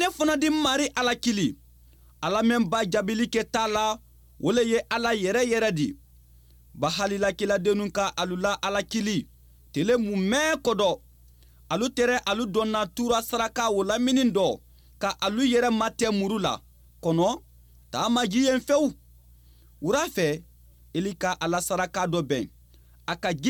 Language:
Bambara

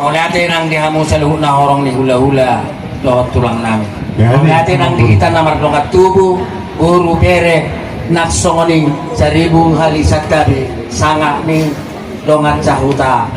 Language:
Batak Toba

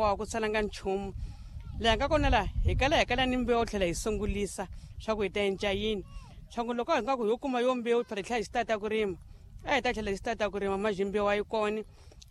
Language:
Tsonga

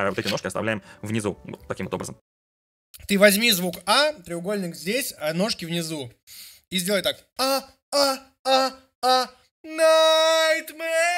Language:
Russian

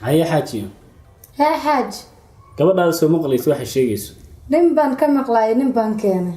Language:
Somali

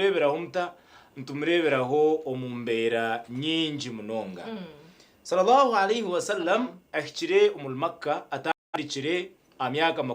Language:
Nyankole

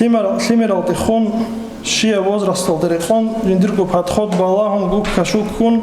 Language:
Avaric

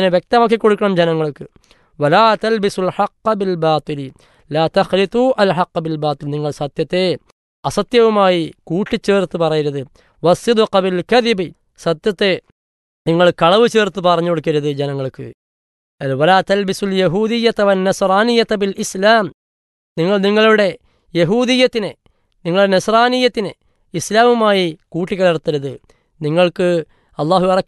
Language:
Malayalam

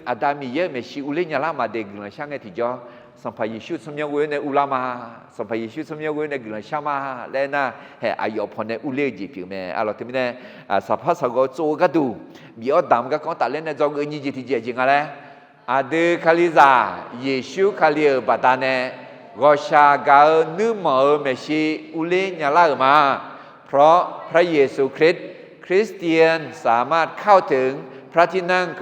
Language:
Akha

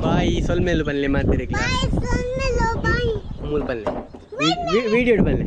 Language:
Tulu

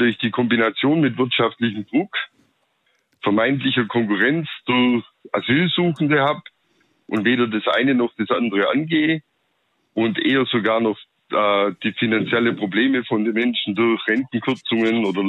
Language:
German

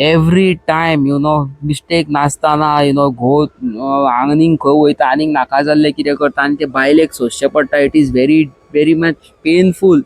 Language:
Konkani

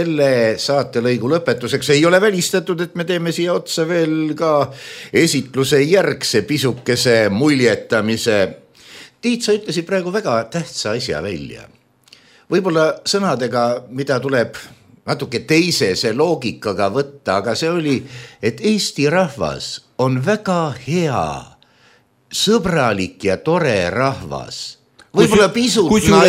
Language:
Estonian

